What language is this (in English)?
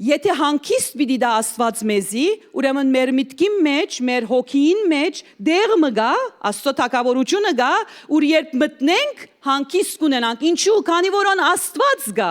Western Armenian